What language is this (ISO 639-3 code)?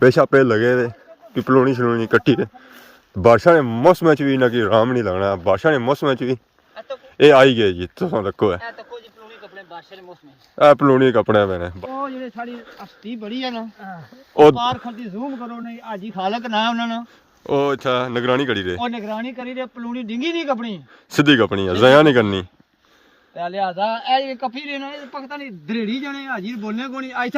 phr